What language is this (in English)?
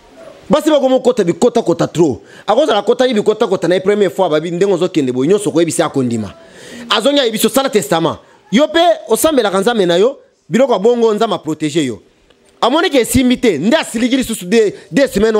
Lingala